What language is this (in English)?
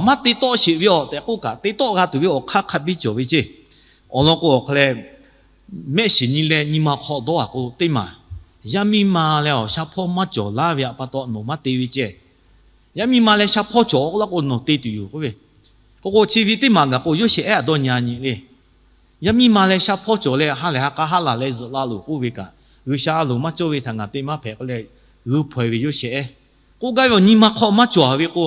Lahu